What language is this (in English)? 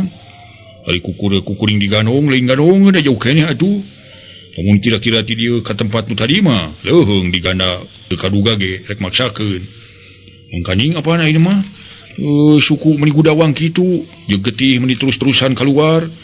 Sundanese